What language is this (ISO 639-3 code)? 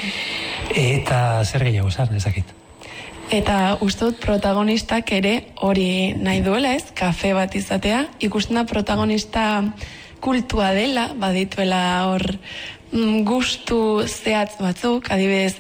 eus